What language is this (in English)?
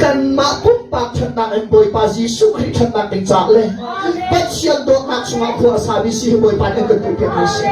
Hakha Chin